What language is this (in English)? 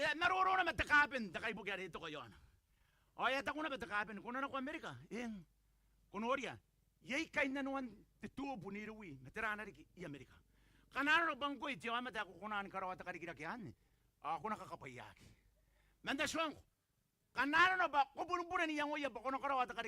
Gilbertese